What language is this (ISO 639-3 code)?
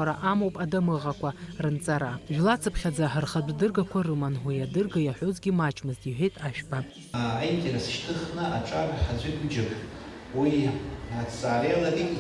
abk